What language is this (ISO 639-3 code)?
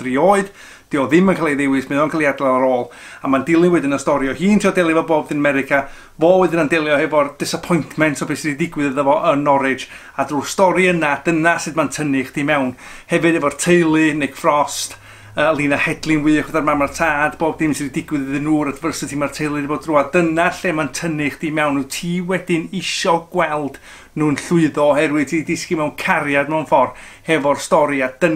cym